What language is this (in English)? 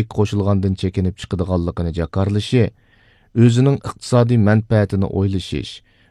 Uyghur